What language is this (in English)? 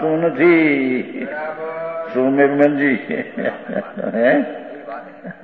Gujarati